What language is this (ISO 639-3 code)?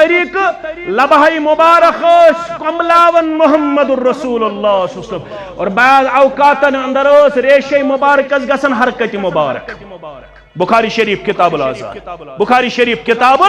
kas